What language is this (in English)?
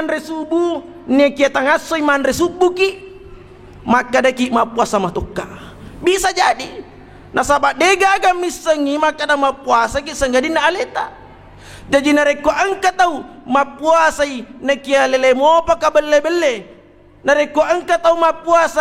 Buginese